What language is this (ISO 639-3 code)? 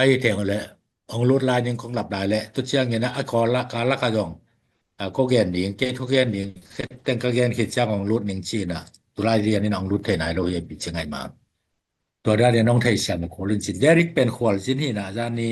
ctd